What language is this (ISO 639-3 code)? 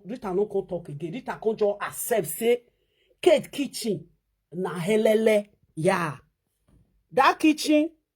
pcm